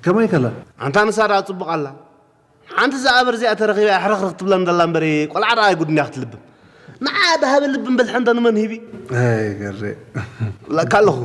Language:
Tigrinya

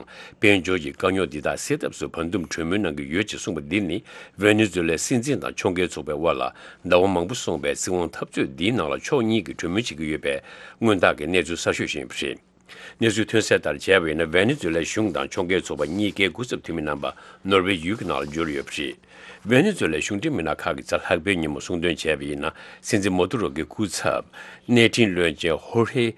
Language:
Tibetan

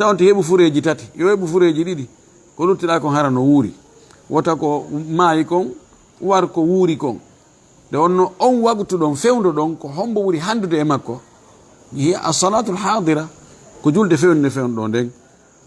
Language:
Fula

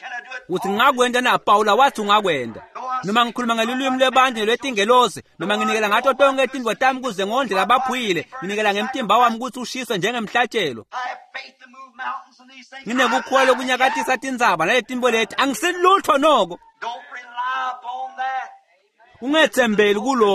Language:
Swati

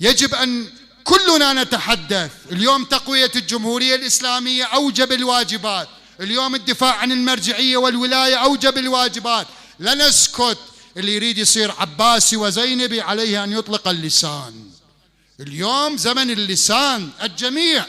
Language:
Mesopotamian Arabic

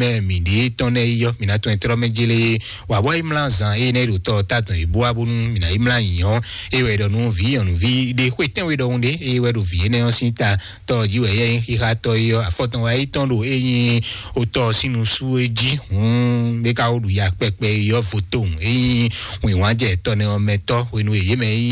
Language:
Fon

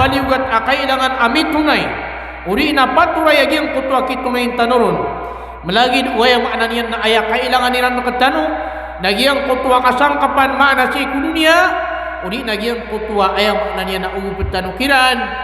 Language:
Maranao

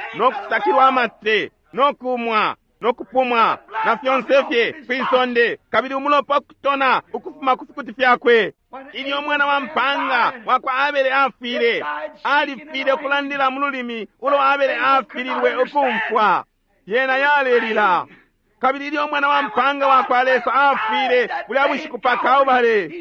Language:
Bemba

